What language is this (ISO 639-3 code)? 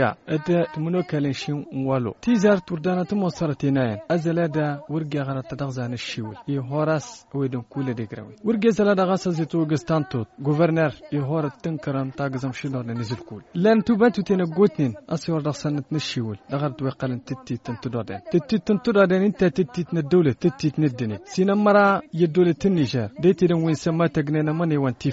taq